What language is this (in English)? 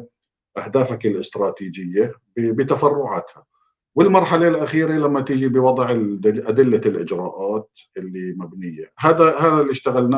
North Levantine Arabic